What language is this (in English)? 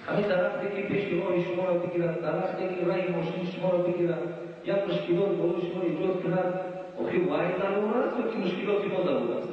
Tajik